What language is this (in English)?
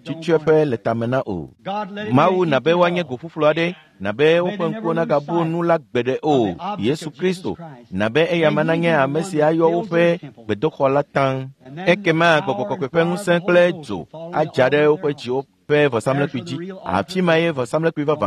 Ewe